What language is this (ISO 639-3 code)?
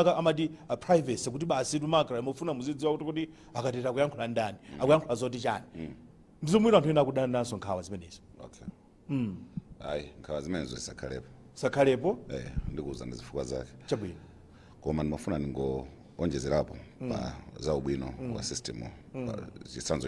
nya